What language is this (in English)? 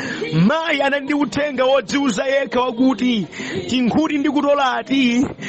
Nyanja